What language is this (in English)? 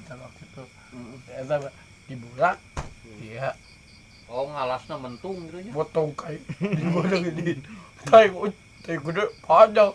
Sundanese